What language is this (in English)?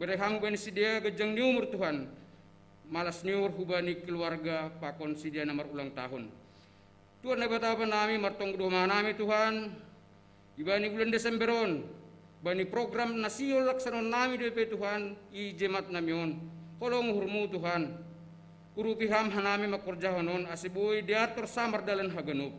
Batak Simalungun